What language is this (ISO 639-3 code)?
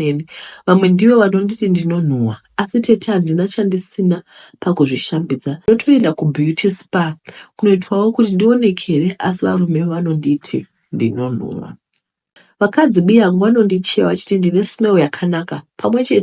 sna